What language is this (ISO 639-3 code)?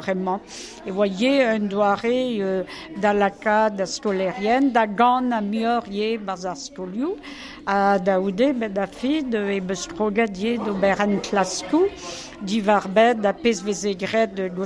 bre